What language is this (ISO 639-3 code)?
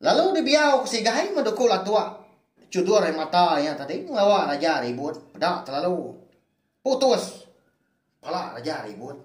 iba